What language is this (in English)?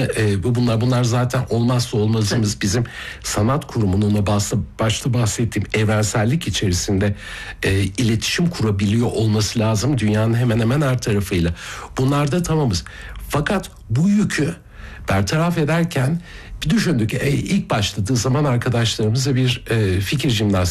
Turkish